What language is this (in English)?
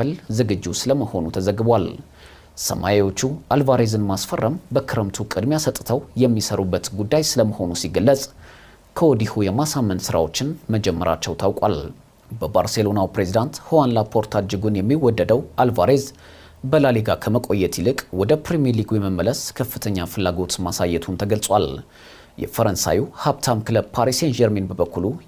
Amharic